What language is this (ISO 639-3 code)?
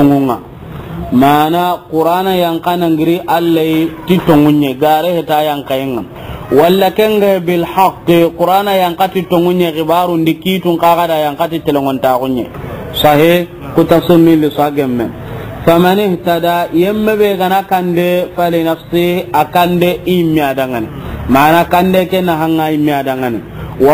snk